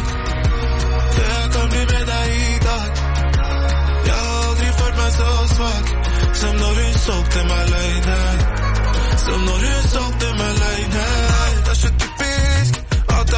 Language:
Norwegian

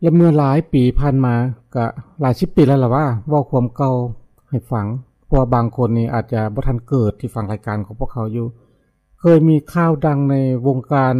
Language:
Lao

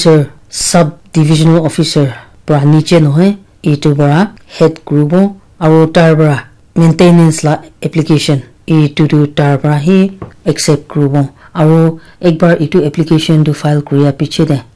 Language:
Naga Pidgin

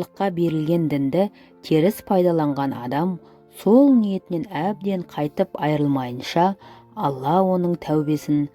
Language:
Kazakh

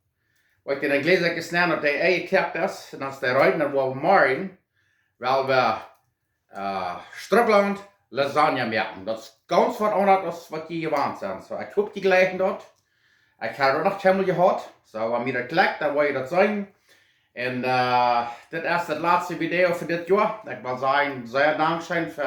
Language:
Plautdietsch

